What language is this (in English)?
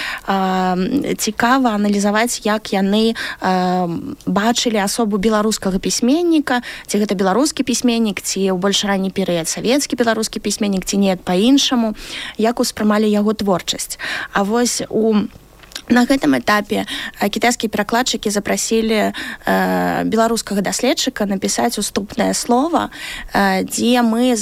Belarusian